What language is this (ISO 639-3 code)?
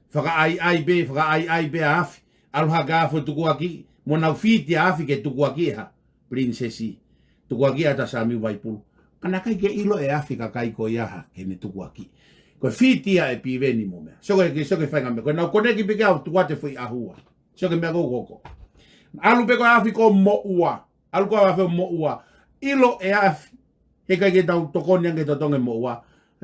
ton